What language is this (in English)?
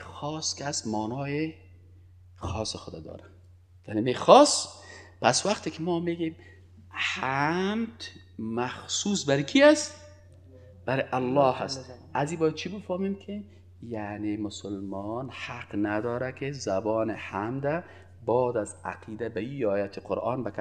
Persian